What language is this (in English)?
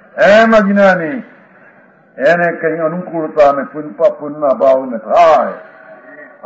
Gujarati